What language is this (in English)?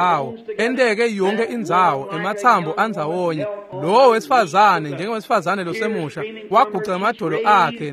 Swati